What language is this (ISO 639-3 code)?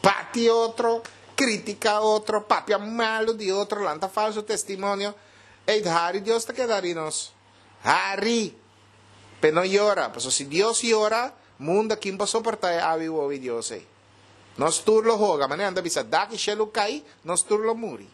pap